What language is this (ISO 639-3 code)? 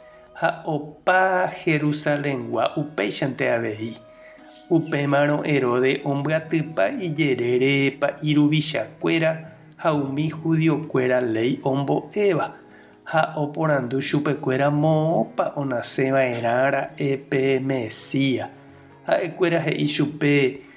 grn